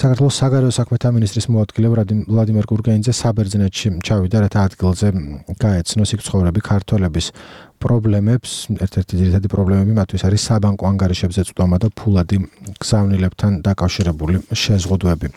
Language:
Georgian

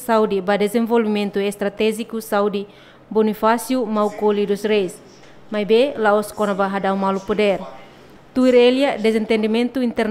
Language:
Tetum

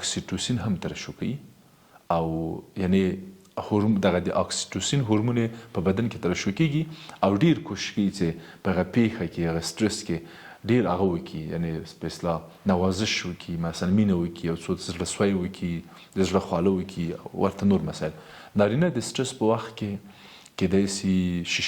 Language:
Pashto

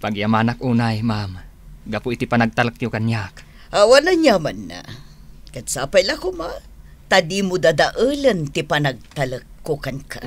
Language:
Iloko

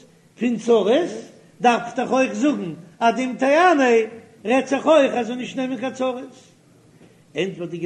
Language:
Yiddish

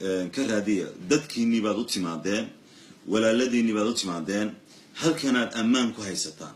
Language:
Somali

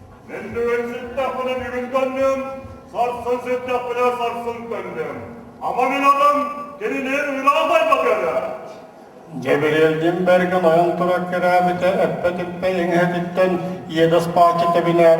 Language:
Yakut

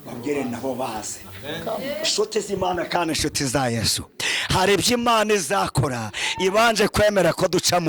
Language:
Kinyarwanda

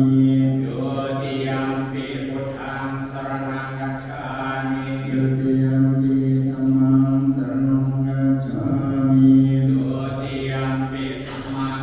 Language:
Pali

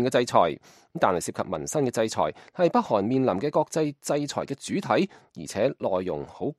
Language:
Cantonese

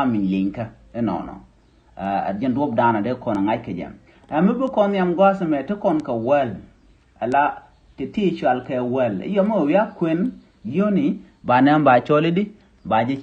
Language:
Nuer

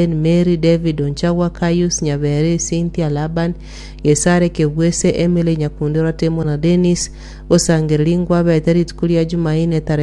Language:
Gusii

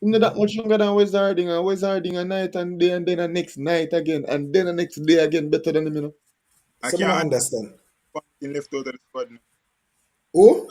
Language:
Jamaican Creole English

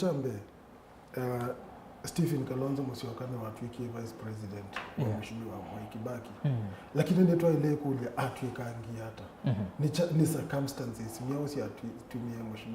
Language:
Kamba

